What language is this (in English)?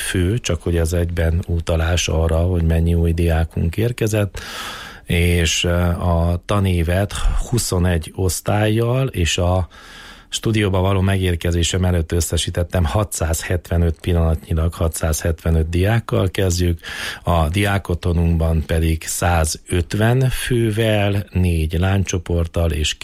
Hungarian